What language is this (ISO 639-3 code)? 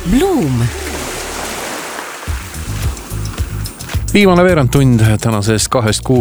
est